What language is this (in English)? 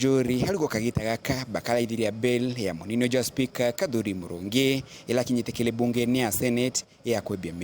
Meru